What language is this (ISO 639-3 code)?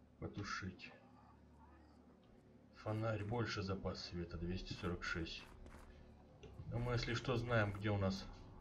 rus